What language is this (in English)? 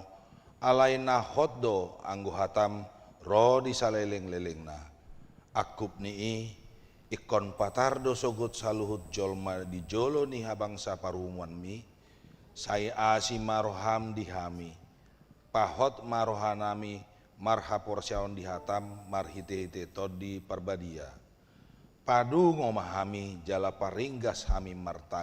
Batak Toba